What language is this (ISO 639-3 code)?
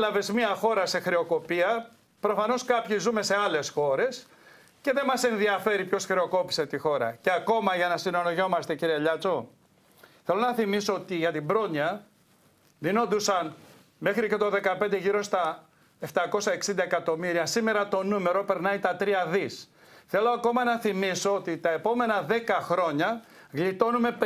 ell